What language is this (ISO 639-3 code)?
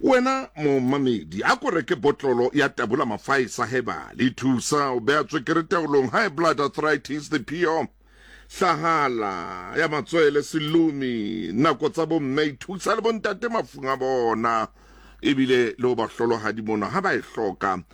sot